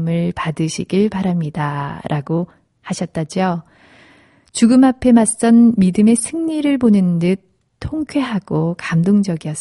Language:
Korean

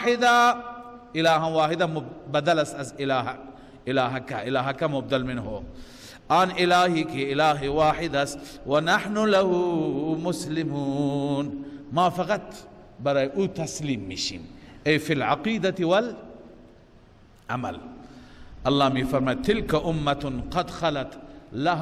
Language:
Persian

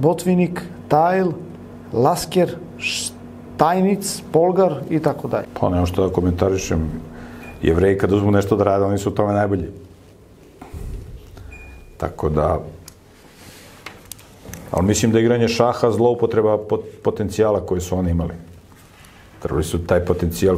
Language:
Serbian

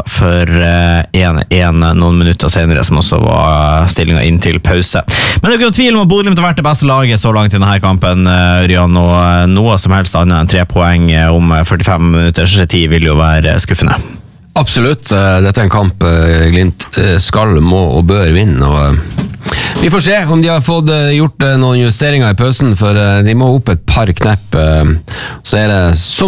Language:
Norwegian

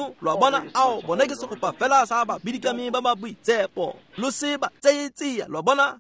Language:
Tswana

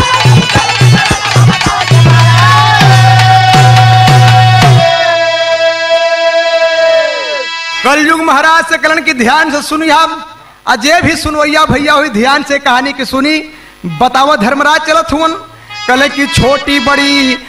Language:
Bhojpuri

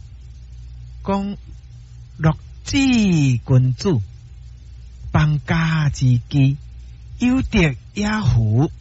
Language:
Min Nan Chinese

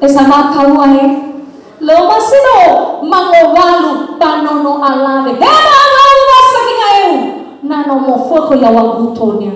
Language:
Nias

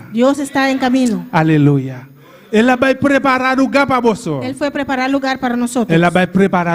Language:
Papiamento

